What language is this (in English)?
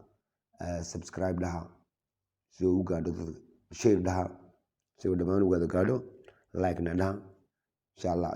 Somali